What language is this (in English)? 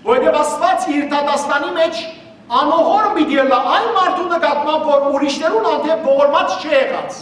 Western Armenian